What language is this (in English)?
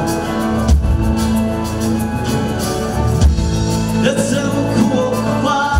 Kinyarwanda